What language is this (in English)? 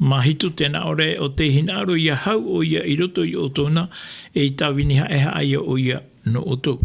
Tahitian